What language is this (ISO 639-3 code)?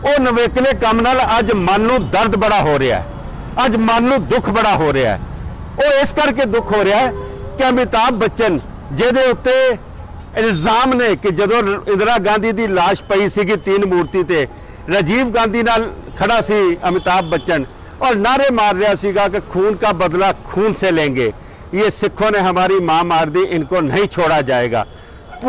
pan